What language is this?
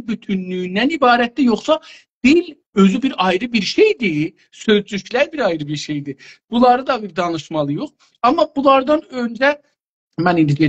South Azerbaijani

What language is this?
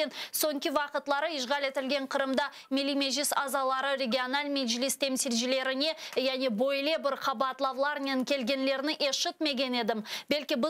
Crimean Tatar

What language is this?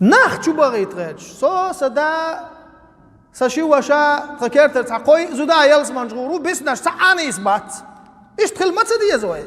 Chechen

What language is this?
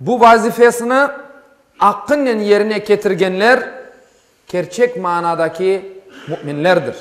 Crimean Tatar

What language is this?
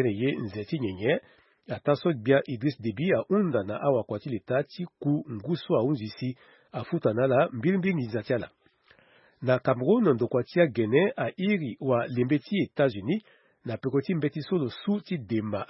Sango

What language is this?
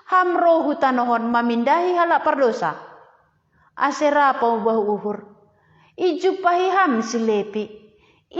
Batak Simalungun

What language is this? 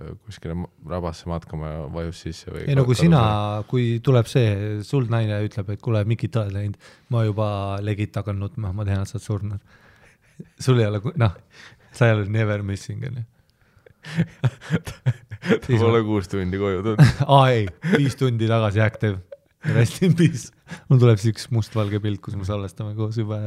Estonian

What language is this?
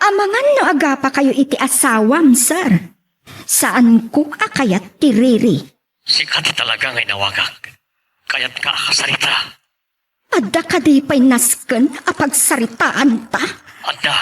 Iloko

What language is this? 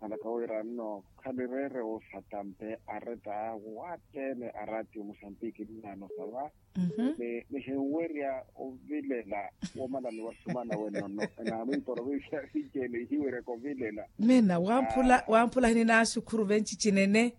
Makhuwa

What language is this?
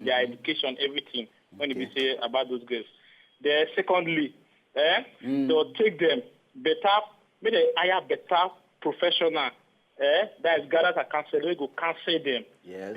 Nigerian Pidgin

